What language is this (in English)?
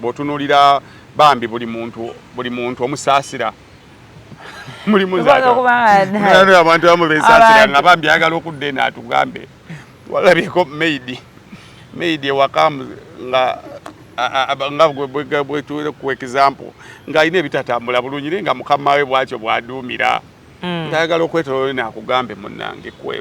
Ganda